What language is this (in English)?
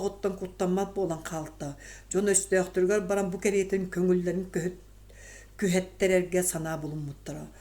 Yakut